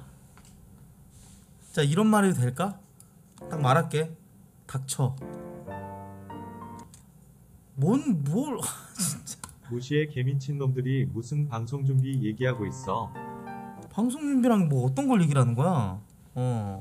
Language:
Korean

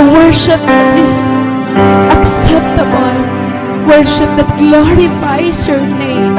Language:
Waray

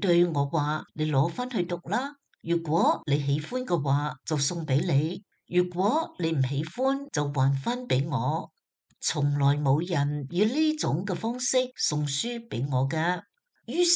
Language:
Cantonese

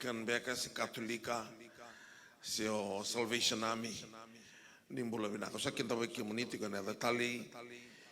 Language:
Fijian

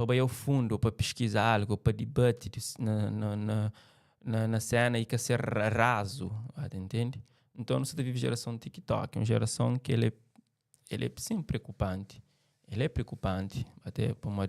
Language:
Kabuverdianu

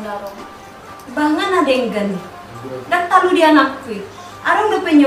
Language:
Batak Toba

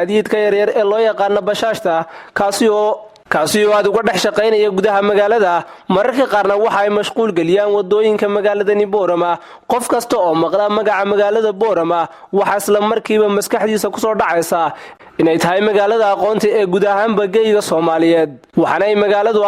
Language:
Somali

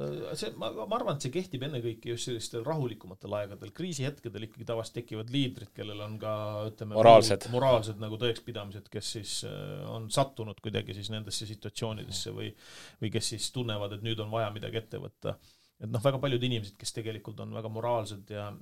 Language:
Estonian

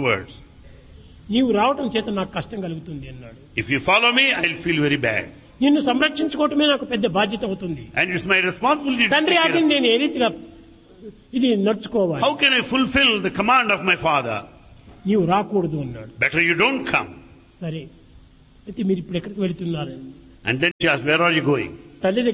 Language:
Telugu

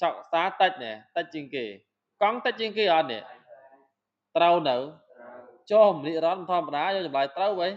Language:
Khmer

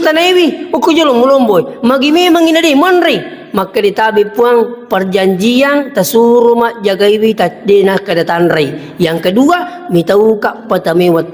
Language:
Buginese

